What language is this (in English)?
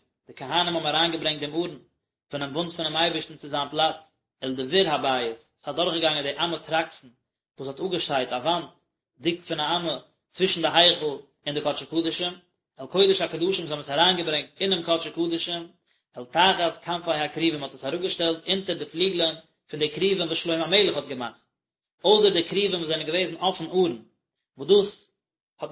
Yiddish